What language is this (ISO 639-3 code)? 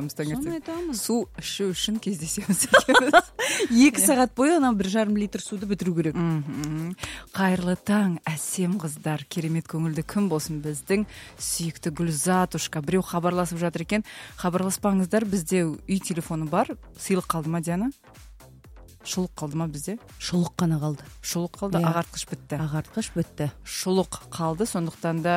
kaz